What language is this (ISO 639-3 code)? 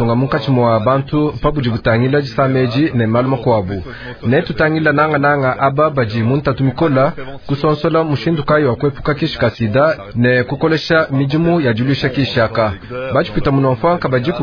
lua